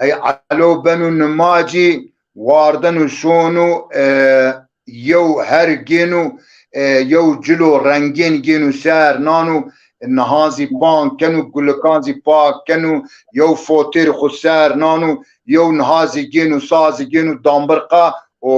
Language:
Zaza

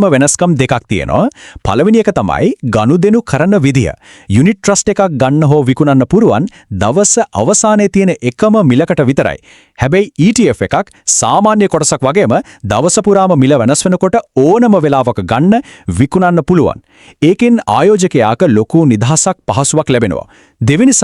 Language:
Sinhala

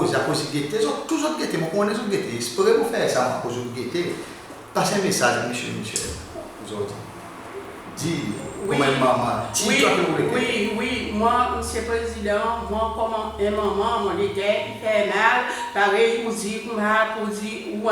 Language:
Seselwa Creole French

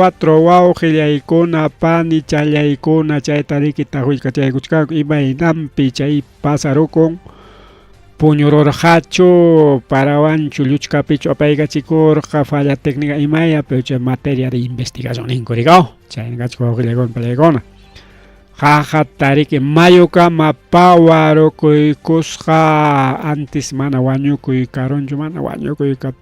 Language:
Ayacucho Quechua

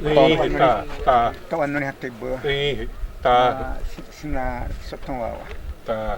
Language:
Xavánte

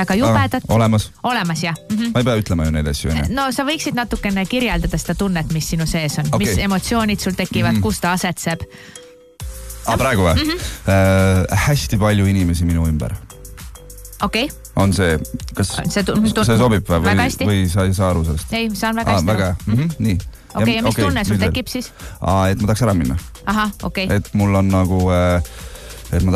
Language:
Estonian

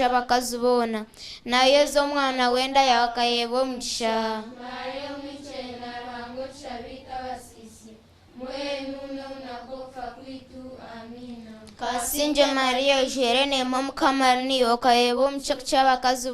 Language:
Nyankole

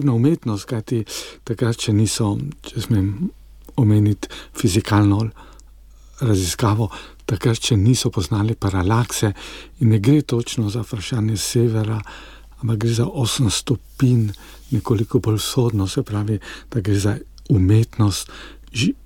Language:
Slovenian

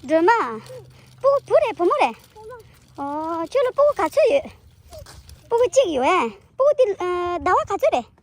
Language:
Tibetan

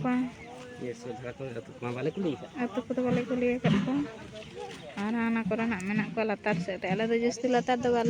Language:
Santali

